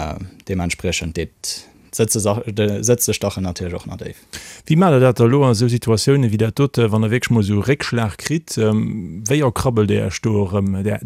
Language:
Luxembourgish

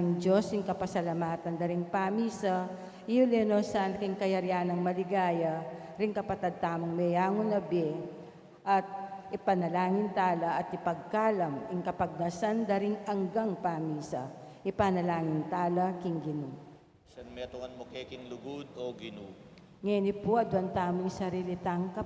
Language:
Pampanga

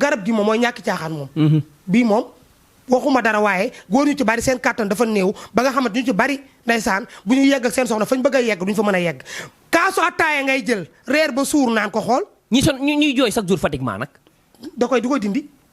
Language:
Wolof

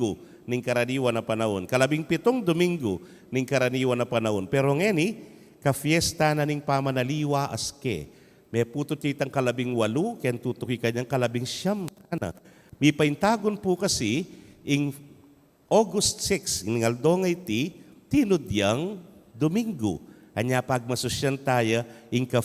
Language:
Pampanga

